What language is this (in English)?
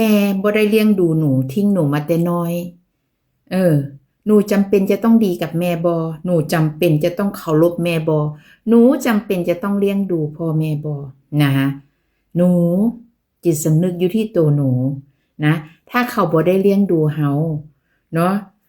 Northeastern Thai